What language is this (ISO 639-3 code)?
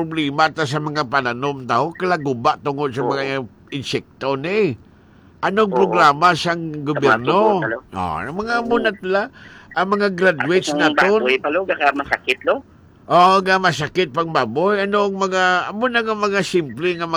hil